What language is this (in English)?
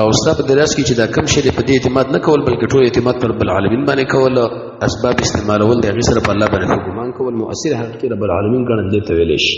Pashto